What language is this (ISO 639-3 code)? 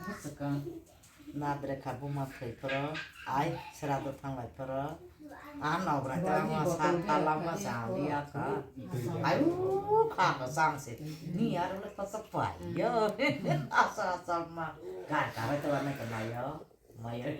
trp